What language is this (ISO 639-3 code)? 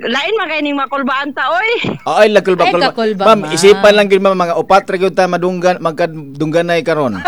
ceb